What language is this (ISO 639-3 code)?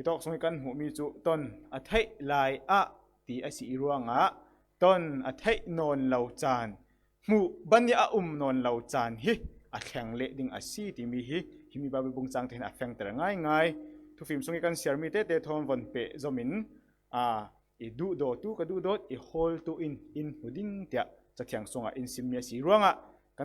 cfm